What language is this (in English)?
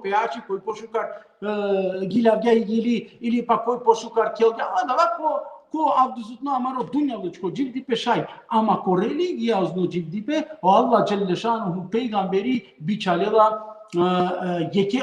Balkan Romani